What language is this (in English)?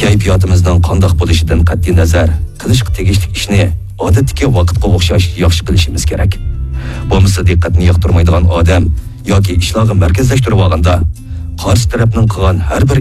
Uyghur